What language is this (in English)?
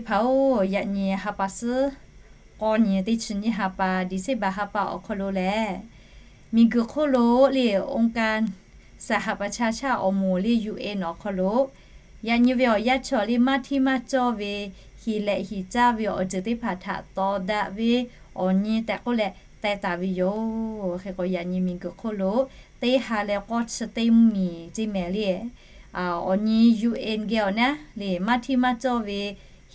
Lahu